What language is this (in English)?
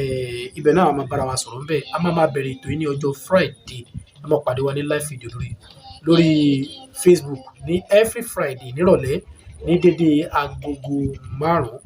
Yoruba